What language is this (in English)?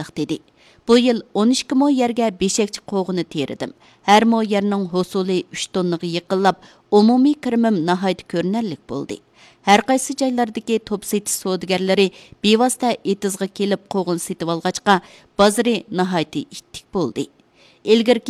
Uyghur